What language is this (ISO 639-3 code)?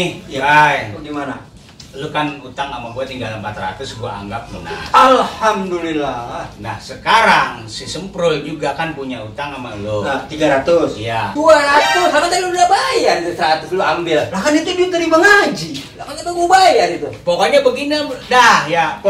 bew